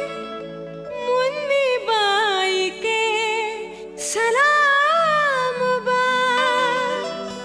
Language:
Bhojpuri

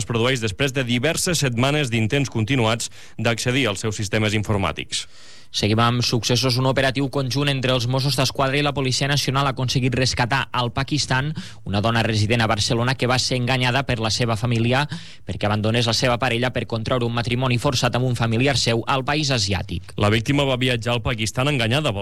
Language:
Catalan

